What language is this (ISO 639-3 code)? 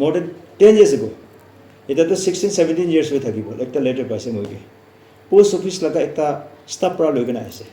nag